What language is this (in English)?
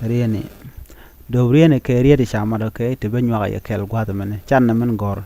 Nuer